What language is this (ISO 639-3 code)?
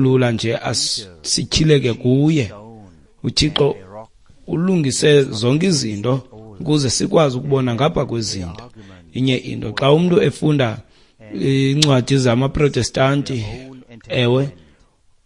xho